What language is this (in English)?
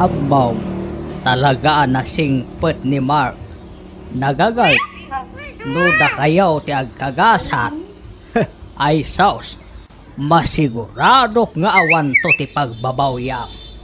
Iloko